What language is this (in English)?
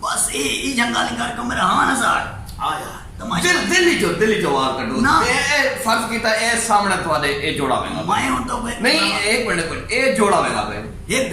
Saraiki